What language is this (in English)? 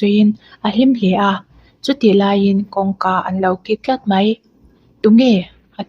Mizo